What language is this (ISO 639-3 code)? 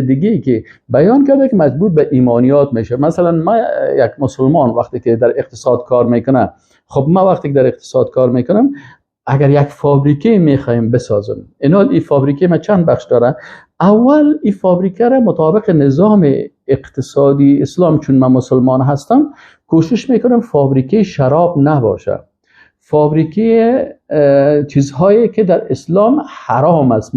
fas